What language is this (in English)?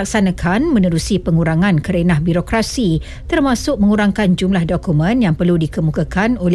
Malay